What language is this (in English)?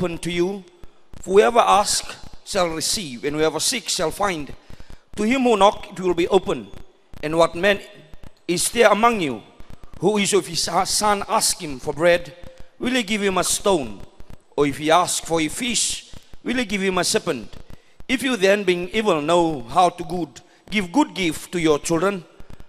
Fijian